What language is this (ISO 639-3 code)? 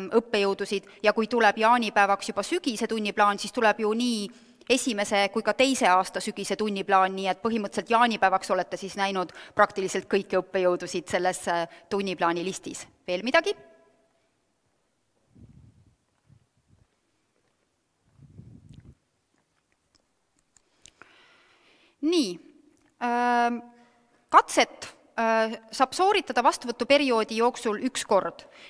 est